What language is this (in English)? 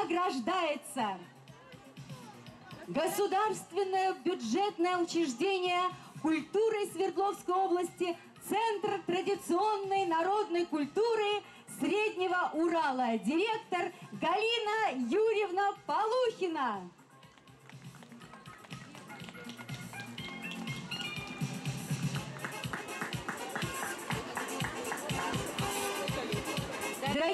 Russian